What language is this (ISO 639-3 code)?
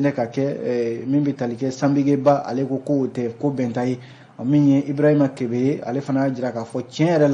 bam